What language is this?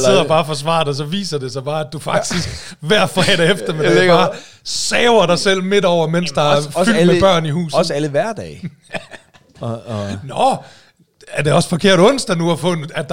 Danish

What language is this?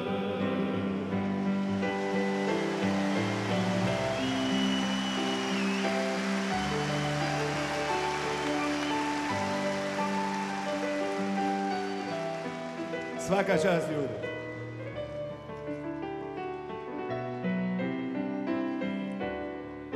Croatian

